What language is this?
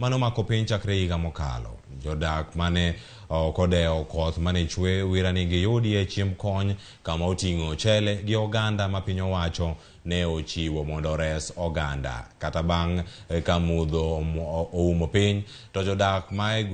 Luo (Kenya and Tanzania)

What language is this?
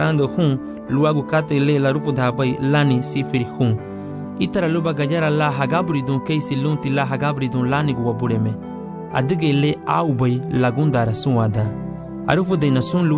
Garifuna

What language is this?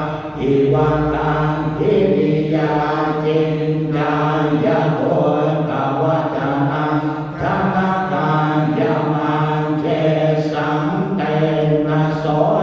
Pali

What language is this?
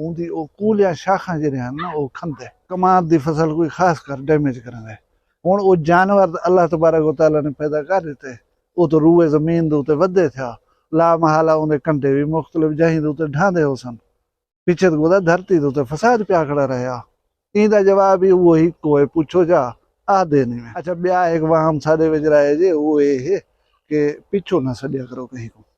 Saraiki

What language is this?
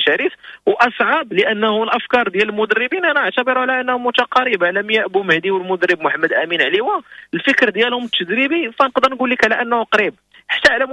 Moroccan Arabic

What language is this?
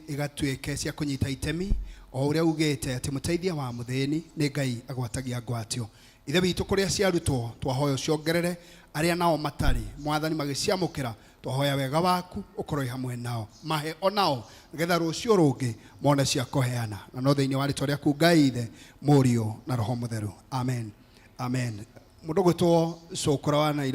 Kikuyu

